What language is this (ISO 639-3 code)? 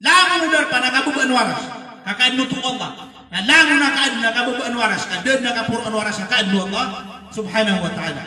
mrw